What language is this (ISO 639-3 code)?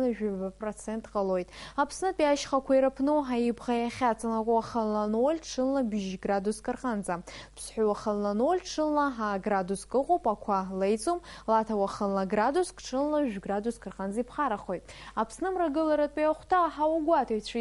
abk